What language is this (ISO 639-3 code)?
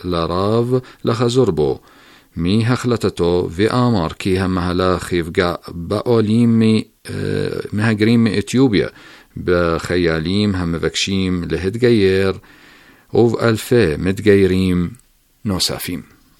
heb